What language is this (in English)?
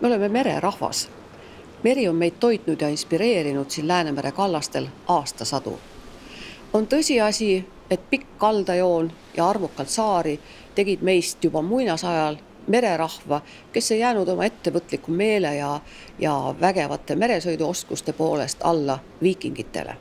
Estonian